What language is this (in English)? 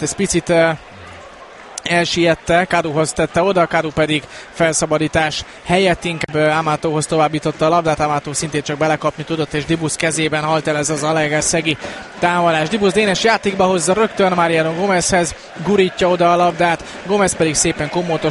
Hungarian